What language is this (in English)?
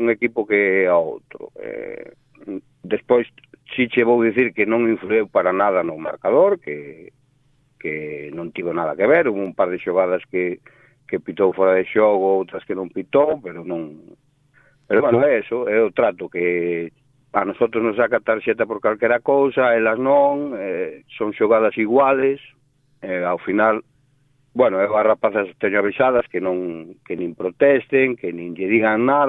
Galician